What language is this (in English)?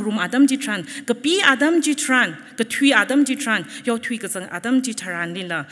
Tangkhul Naga (India)